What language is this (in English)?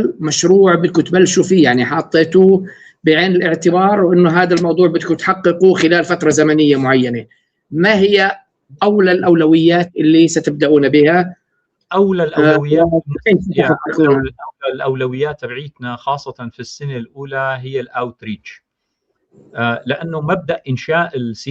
North Levantine Arabic